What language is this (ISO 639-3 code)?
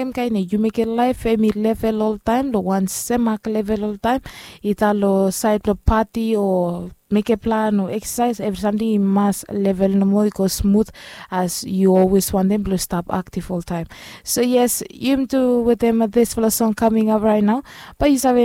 bis